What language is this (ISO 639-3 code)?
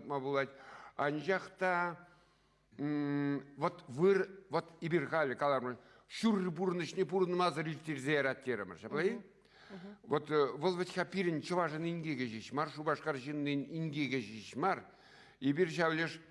chv